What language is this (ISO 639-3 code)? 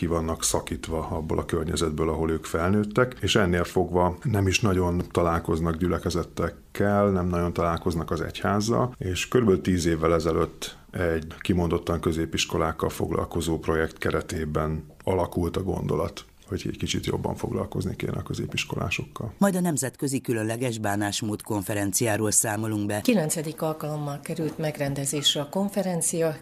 hun